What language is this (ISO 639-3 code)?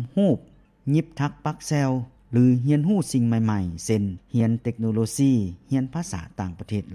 lao